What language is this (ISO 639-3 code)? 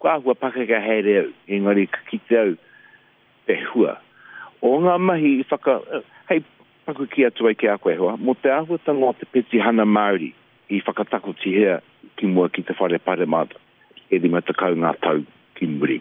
mri